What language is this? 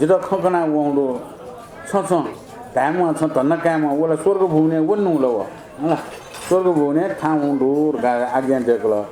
Newari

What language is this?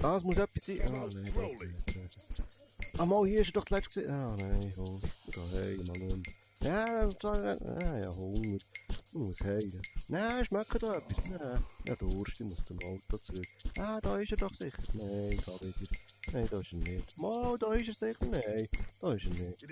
Swiss German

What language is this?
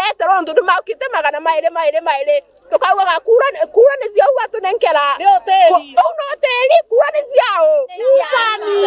Meru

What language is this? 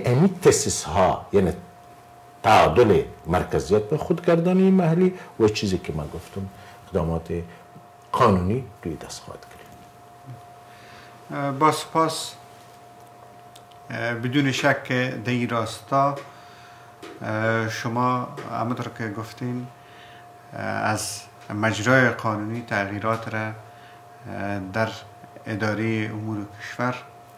Persian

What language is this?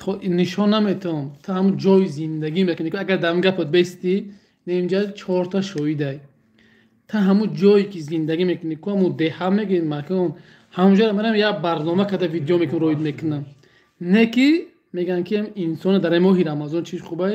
Tajik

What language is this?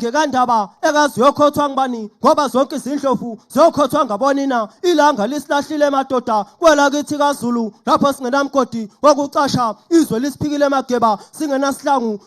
Zulu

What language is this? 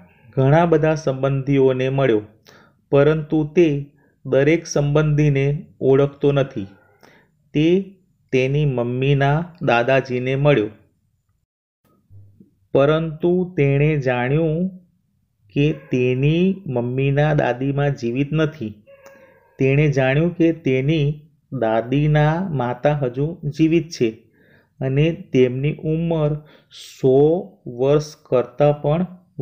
Gujarati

